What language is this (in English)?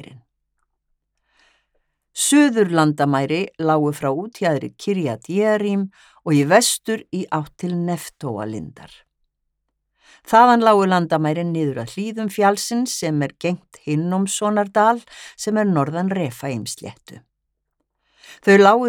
Icelandic